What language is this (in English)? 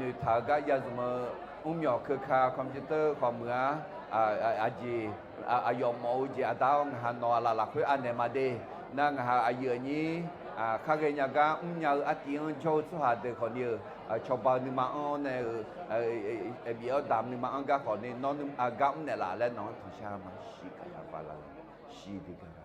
Akha